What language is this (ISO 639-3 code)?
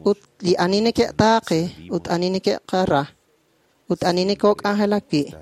kek